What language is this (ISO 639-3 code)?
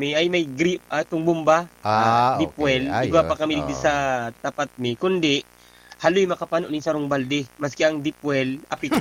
bik